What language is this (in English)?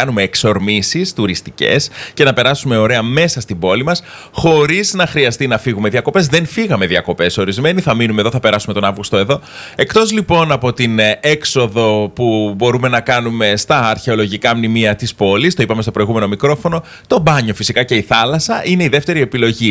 Greek